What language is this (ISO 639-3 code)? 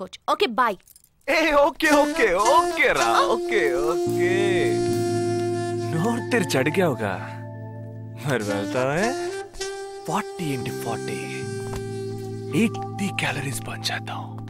tel